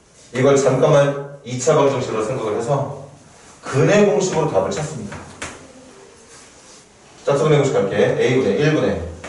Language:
Korean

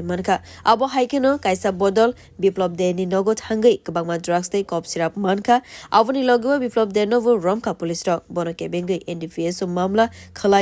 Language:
Kok Borok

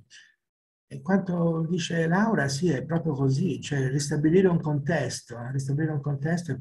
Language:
Italian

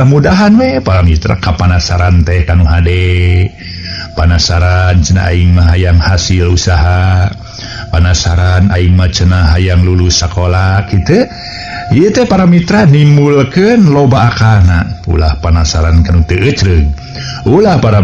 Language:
Sundanese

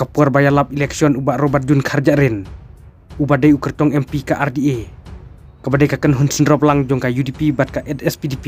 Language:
Khasi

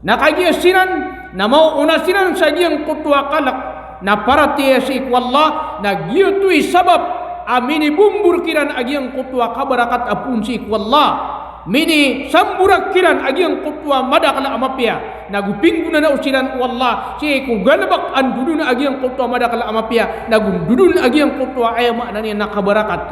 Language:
Maranao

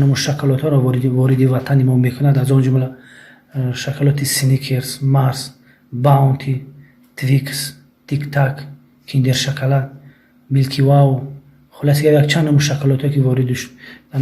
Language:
Tajik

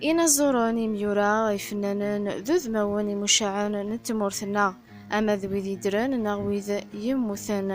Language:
Kabyle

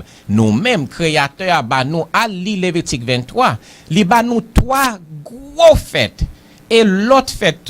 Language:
Haitian Creole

